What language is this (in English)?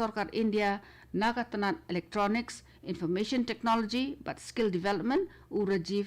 Khasi